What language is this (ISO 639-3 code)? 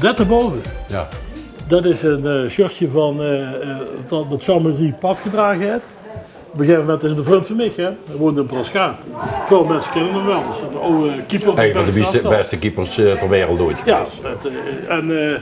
lim